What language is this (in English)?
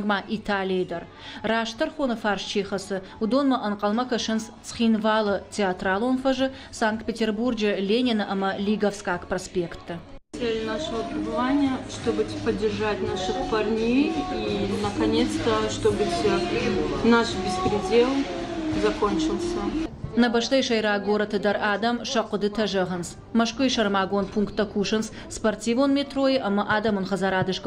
Ossetic